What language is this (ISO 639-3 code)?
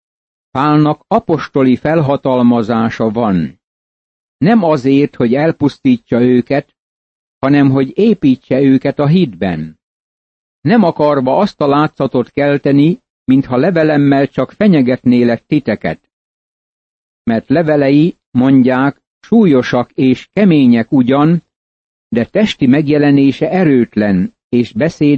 hun